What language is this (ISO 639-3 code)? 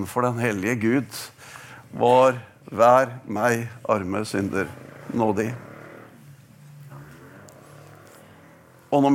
nor